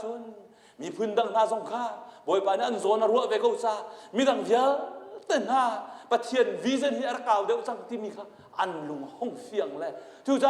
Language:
Hakha Chin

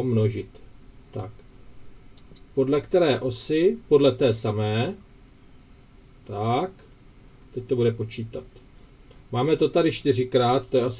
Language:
Czech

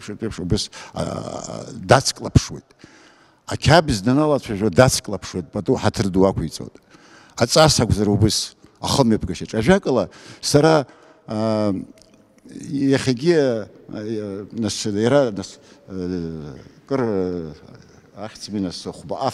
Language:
Abkhazian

